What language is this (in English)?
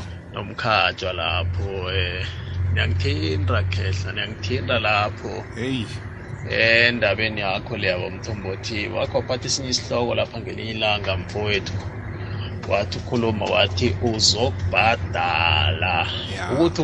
South Ndebele